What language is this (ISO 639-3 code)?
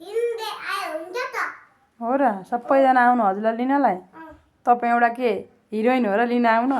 nep